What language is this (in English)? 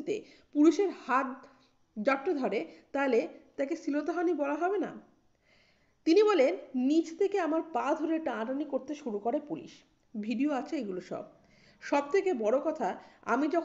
Bangla